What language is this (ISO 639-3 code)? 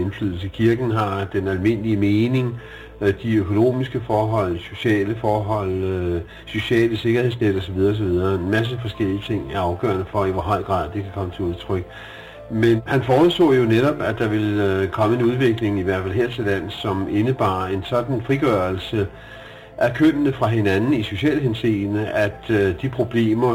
dan